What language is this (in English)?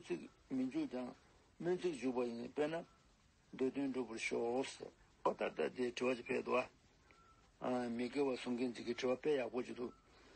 Tibetan